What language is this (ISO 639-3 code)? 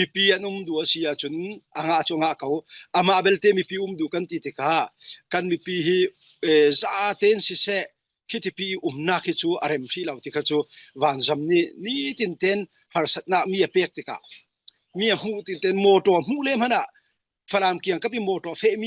cfm